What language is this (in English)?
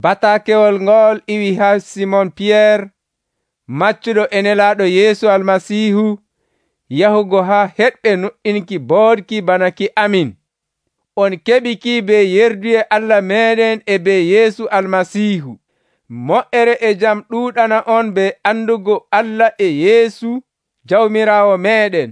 Nigerian Fulfulde